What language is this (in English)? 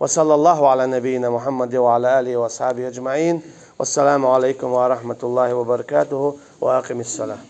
Chechen